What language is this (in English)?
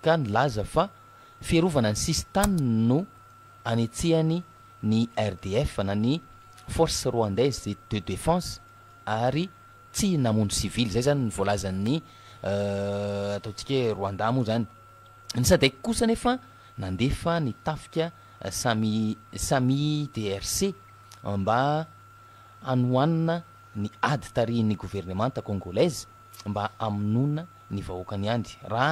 Malagasy